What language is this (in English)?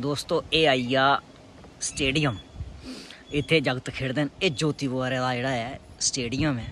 Dogri